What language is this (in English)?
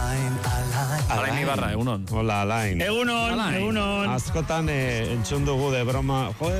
Basque